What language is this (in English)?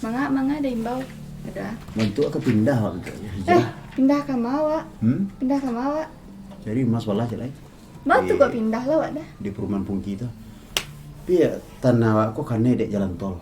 Minangkabau